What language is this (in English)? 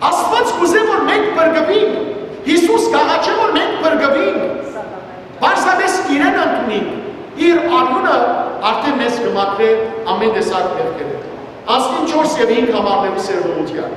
Western Armenian